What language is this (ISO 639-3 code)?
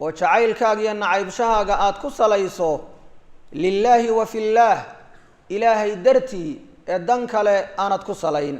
som